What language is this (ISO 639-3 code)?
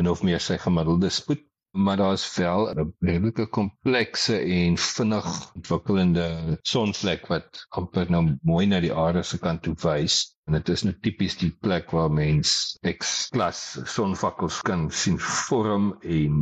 afr